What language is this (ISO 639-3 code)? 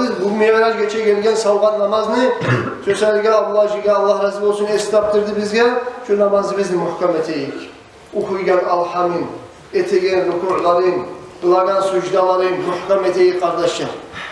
kum